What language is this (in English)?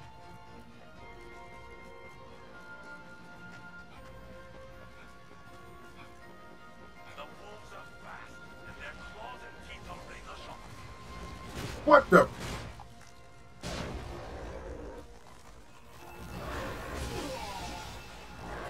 English